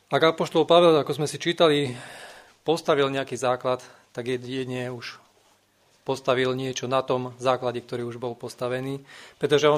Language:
Slovak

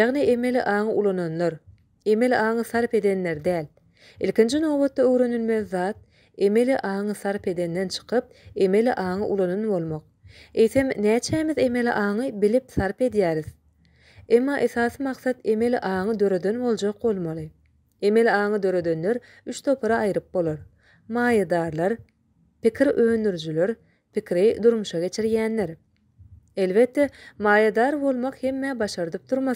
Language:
Turkmen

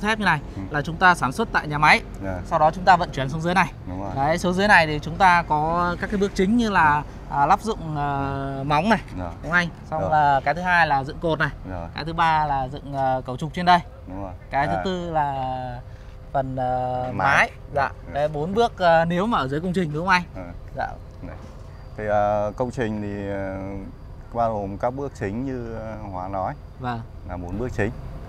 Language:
Vietnamese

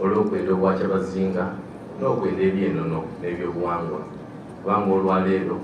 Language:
Soga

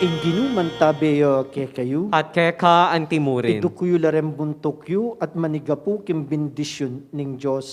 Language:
Pampanga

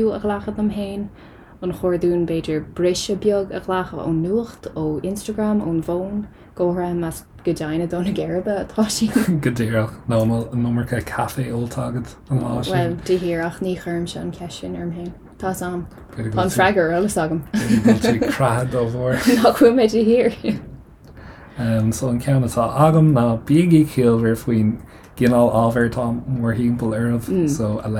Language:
Irish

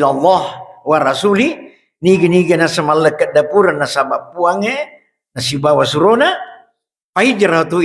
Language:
Buginese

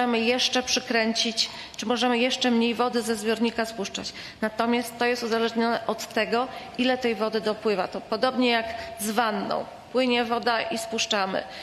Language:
Polish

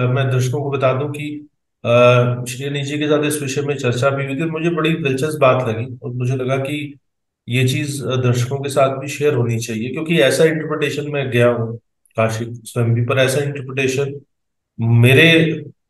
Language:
Hindi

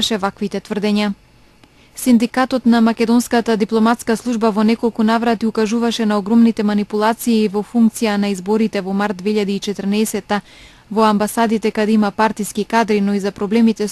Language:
Macedonian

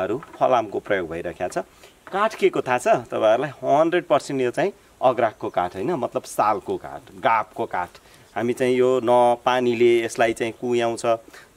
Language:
Nepali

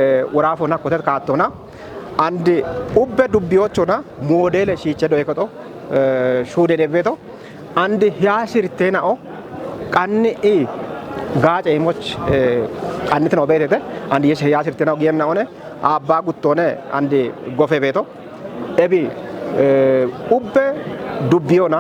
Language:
Kafa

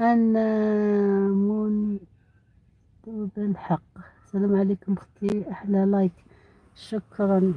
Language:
Algerian Arabic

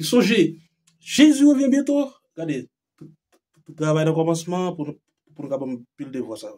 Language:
Haitian Creole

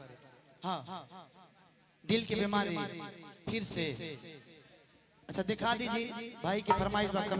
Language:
Bhojpuri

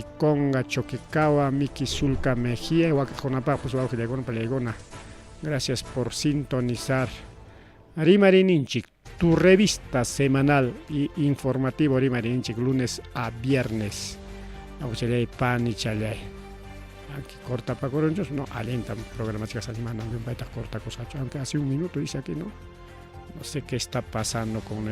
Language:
Ayacucho Quechua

